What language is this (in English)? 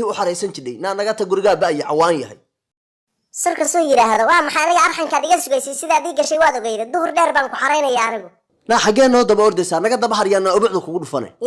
Somali